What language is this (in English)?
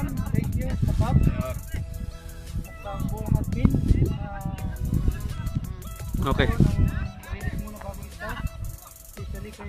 Filipino